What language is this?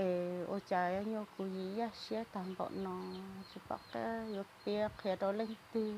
Hmong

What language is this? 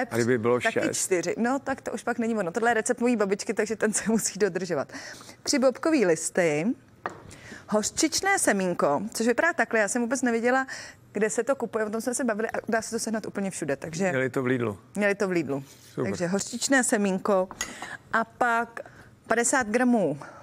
Czech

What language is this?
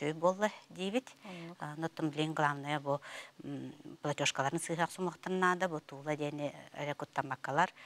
Yakut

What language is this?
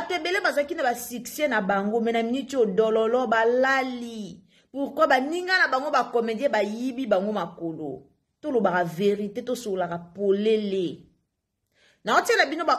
Lingala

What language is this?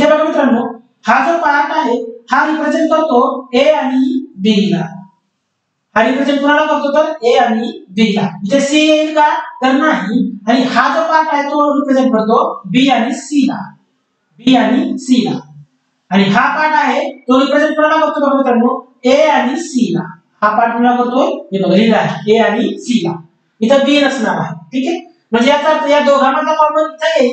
Marathi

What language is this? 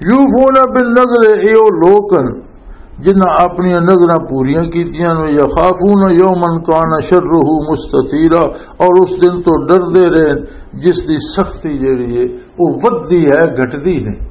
Western Panjabi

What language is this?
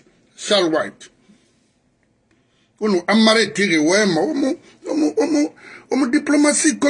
French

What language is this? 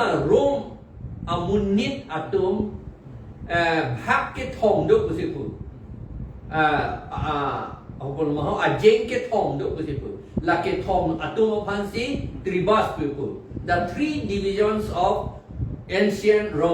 Karbi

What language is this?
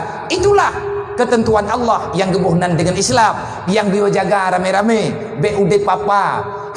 Achinese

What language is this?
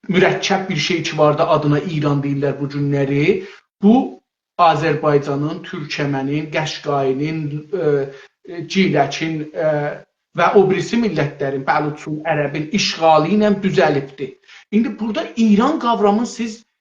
South Azerbaijani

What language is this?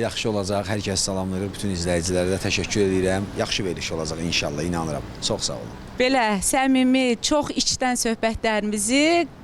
Azerbaijani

